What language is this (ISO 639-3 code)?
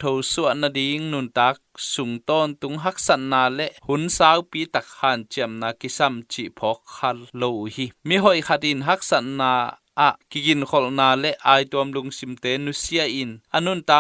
ctd